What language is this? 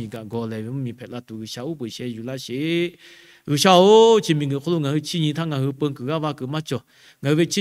Lahu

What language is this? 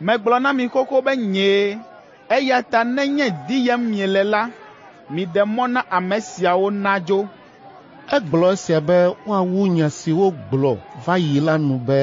Ewe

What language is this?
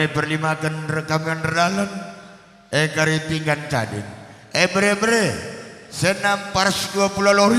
Batak Karo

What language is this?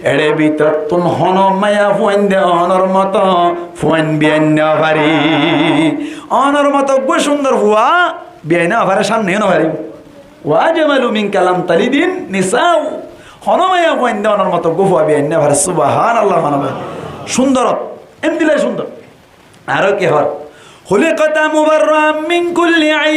Rohingya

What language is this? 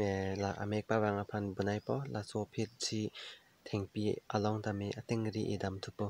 Karbi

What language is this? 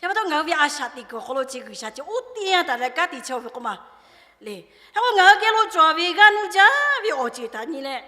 Lahu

